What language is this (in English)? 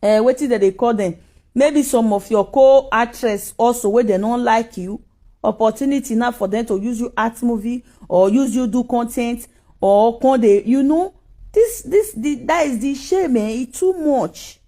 Nigerian Pidgin